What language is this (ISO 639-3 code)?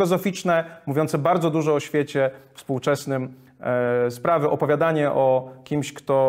pol